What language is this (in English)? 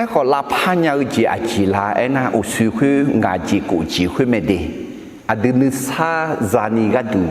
Akha